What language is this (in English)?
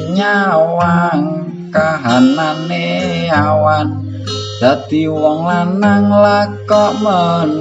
Javanese